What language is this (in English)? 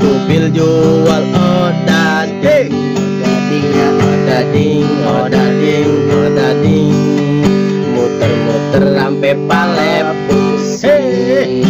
Betawi